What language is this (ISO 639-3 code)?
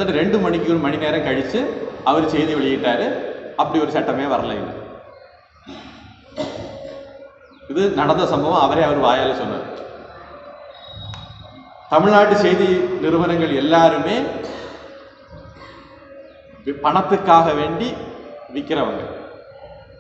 tam